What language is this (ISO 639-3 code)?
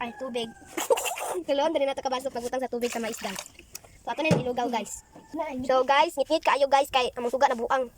ceb